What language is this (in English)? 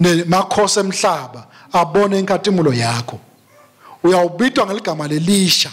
Swati